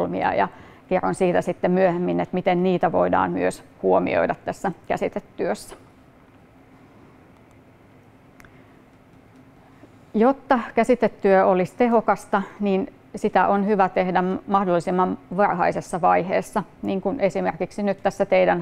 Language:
Finnish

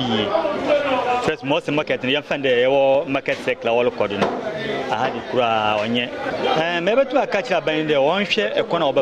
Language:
Akan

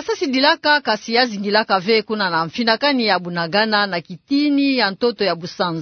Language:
Kituba (Democratic Republic of Congo)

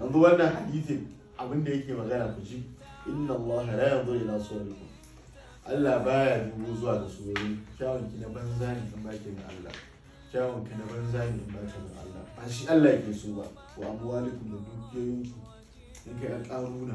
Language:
Hausa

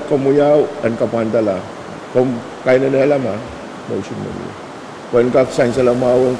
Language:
Pohnpeian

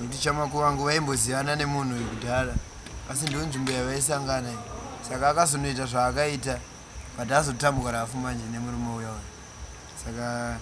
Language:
Shona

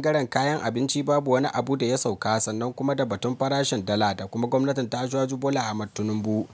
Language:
Hausa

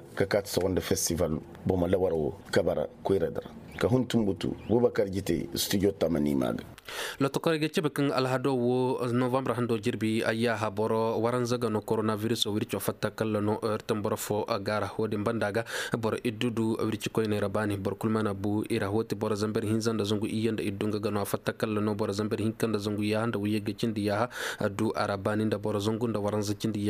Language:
Koyraboro Senni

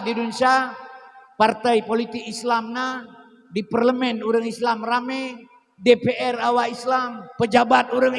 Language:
Achinese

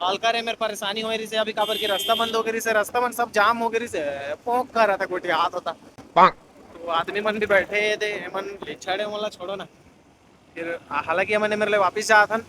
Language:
Chhattisgarhi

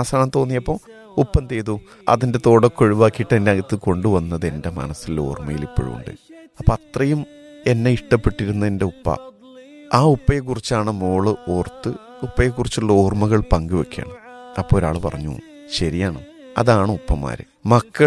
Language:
Malayalam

